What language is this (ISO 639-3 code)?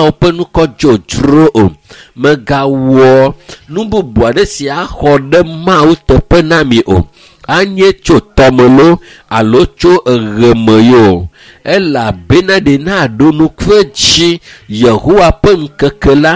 ewe